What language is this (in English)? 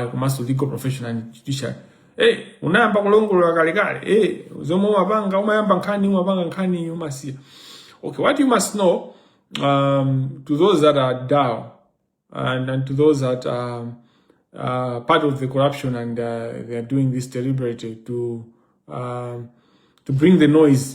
Nyanja